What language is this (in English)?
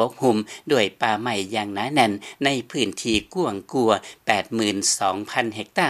Lao